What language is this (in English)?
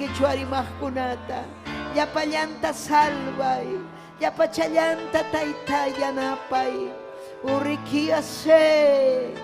Ayacucho Quechua